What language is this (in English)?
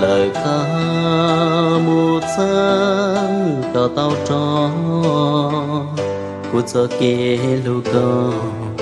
Hmong